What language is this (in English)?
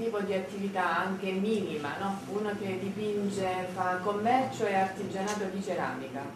Italian